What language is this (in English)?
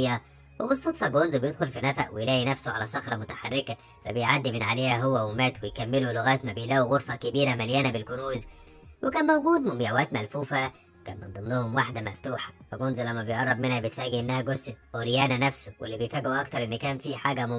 Egyptian Arabic